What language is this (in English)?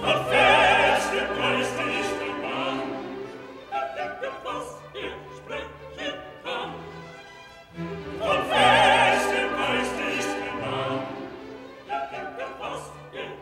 German